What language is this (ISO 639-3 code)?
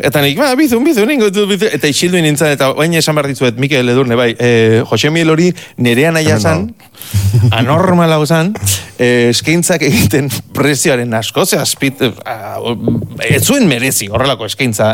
eus